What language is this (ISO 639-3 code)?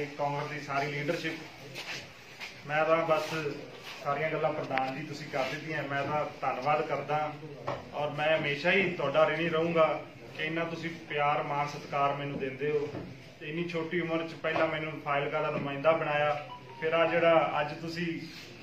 pan